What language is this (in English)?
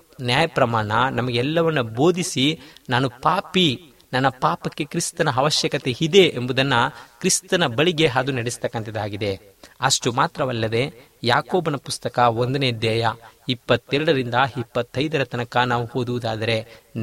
Kannada